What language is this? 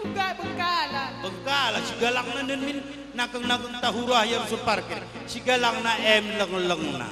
Batak Karo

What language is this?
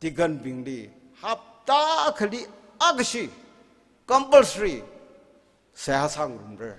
Tangkhul Naga (India)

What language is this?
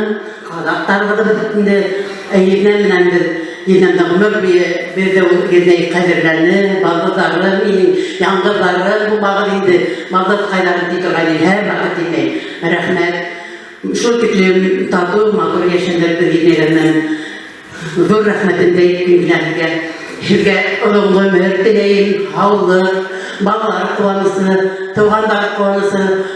Bashkir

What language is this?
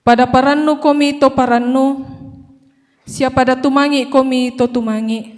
Toraja-Sa'dan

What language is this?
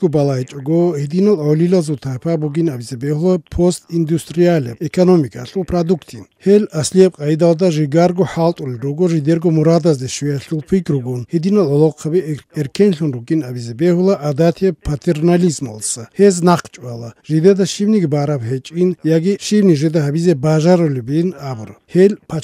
Avaric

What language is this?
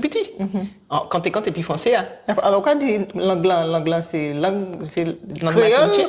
Guadeloupean Creole French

